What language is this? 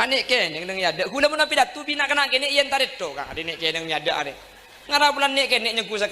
Madurese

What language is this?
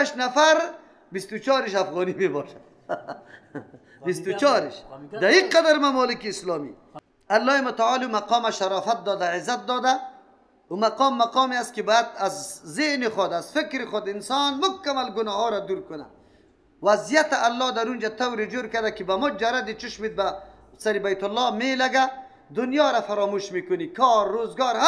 Persian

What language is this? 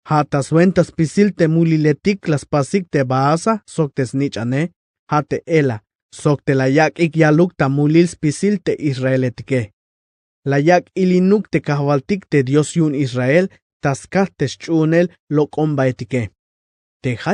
Tzeltal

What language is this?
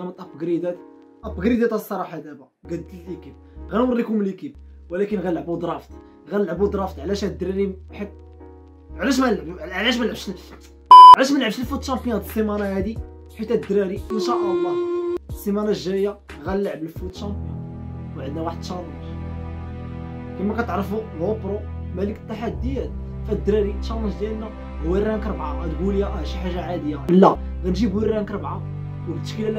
Moroccan Arabic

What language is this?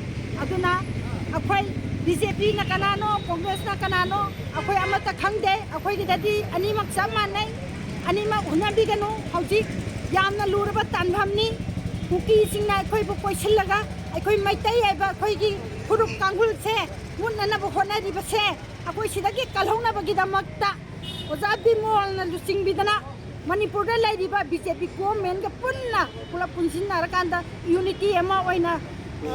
Manipuri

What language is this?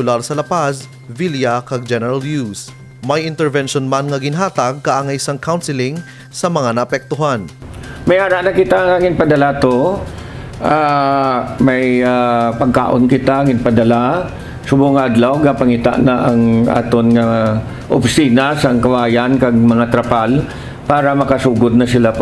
Hiligaynon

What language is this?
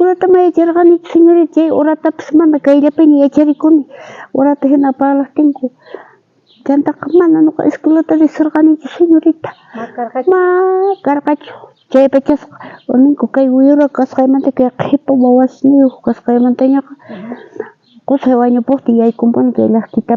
South Bolivian Quechua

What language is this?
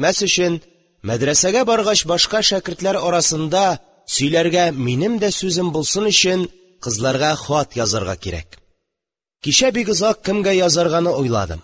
Tatar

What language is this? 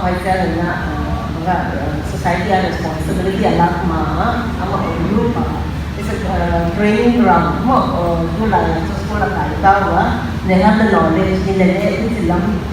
Paite Chin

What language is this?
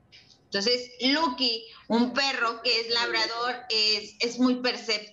Spanish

